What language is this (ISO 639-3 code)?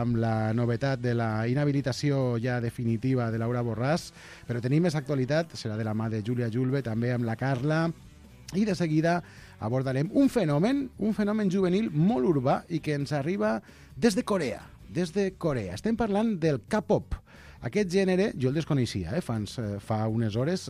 cat